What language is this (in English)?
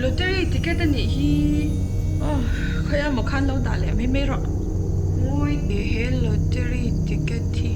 Mizo